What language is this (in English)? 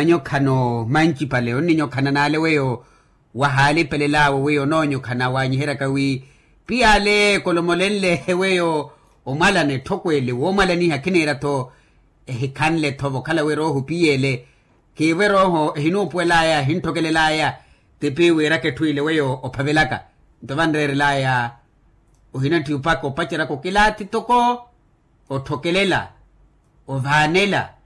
Makhuwa